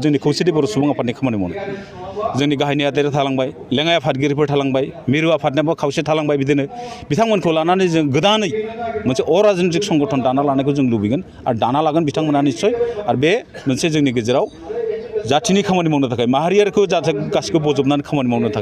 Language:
Bodo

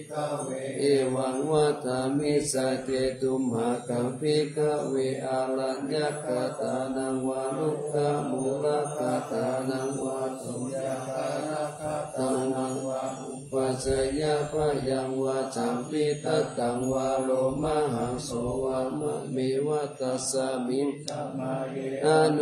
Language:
Pali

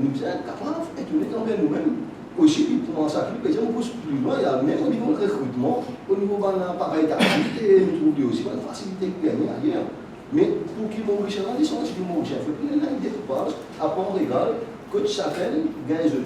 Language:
Morisyen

